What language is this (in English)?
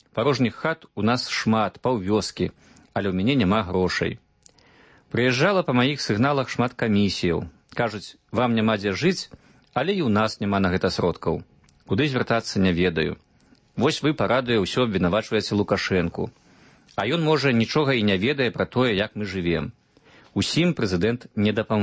Belarusian